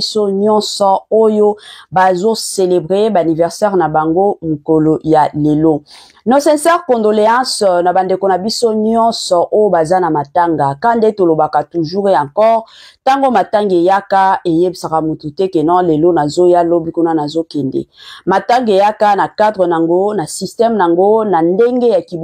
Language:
Lingala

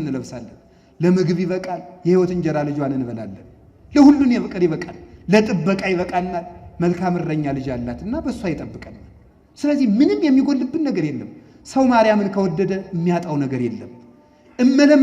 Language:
Amharic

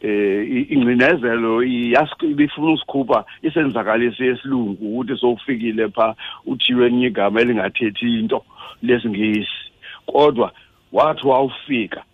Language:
Xhosa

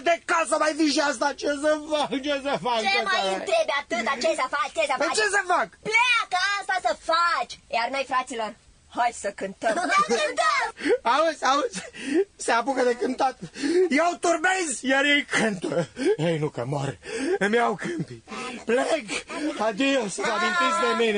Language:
Romanian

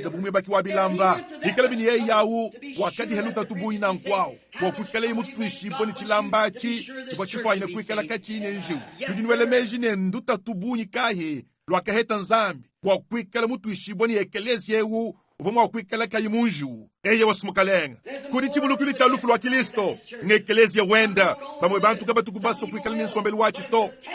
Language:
Luba-Lulua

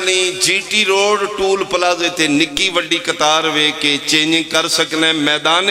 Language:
Pahari-Potwari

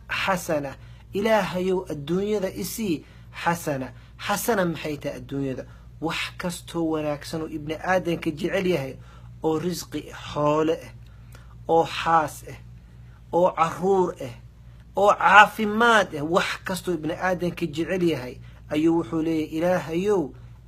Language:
Somali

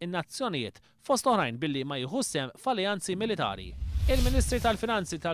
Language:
Maltese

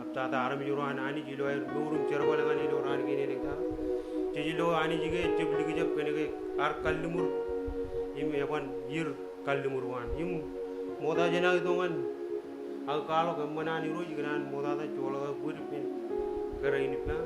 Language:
Marshallese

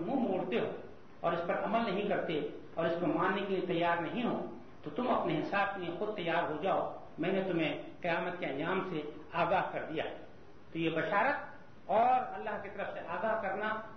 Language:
Urdu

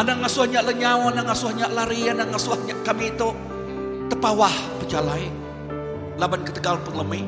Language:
Iban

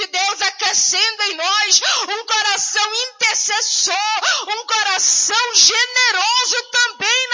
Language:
Portuguese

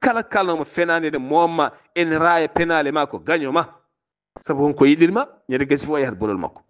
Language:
Fula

